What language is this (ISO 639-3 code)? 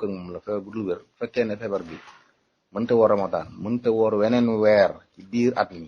wol